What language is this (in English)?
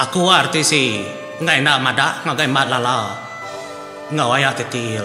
Iban